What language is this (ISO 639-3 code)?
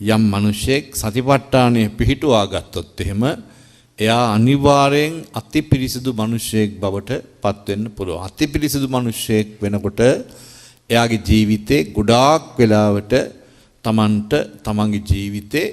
sin